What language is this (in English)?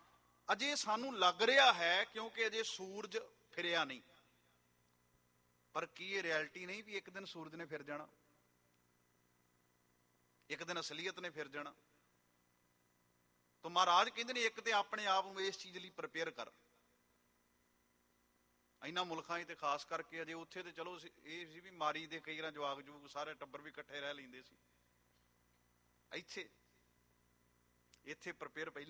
Punjabi